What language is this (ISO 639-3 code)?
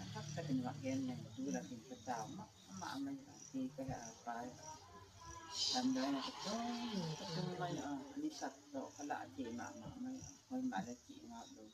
gnb